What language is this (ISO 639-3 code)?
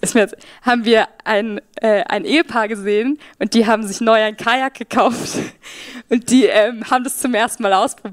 gsw